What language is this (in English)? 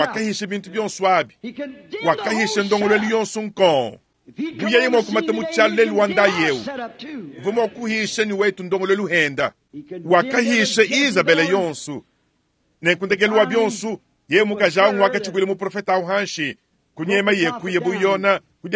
Luba-Lulua